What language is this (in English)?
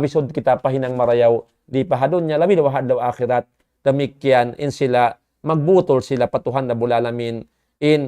Tausug